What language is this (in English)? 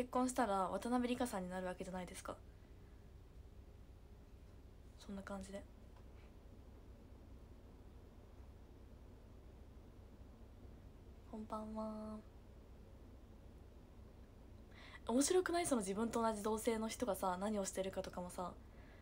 Japanese